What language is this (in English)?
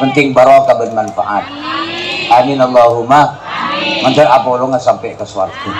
Madurese